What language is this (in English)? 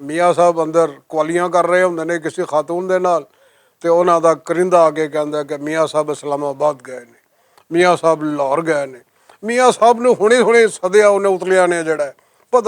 Western Panjabi